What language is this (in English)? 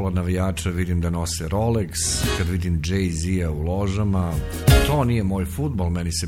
Serbian